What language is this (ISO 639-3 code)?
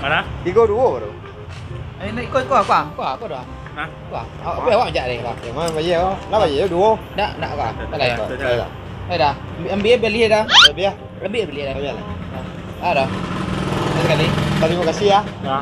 min